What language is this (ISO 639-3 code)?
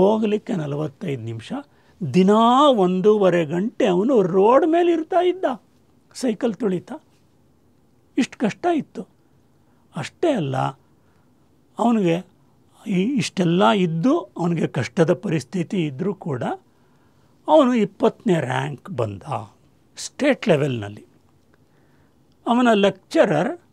kan